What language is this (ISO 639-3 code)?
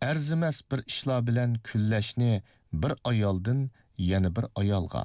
uig